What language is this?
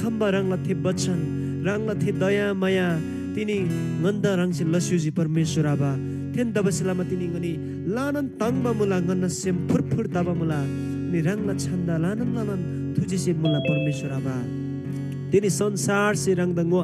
Eastern Tamang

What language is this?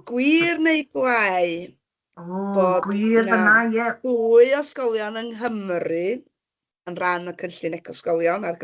Welsh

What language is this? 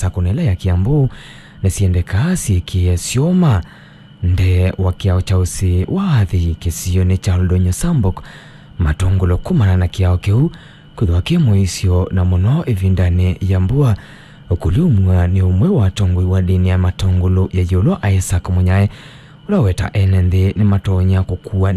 Kamba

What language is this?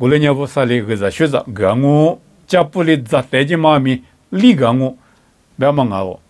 Lisu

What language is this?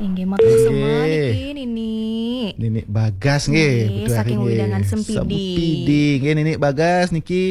Balinese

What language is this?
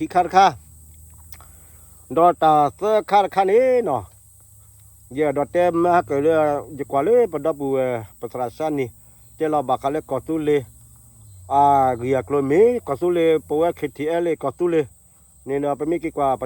S'gaw Karen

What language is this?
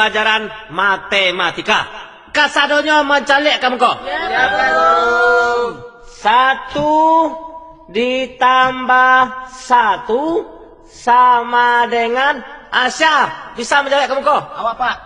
Minangkabau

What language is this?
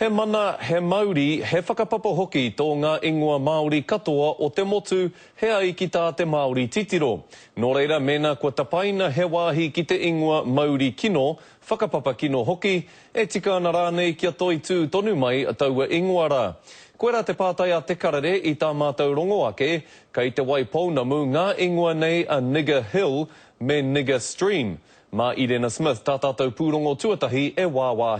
Māori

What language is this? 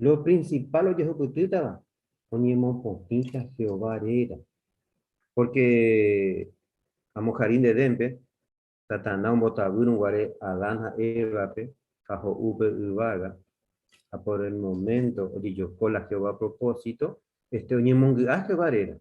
Guarani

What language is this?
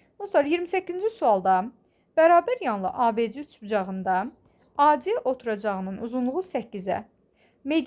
Azerbaijani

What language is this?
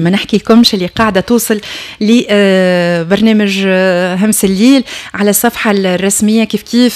Tunisian Arabic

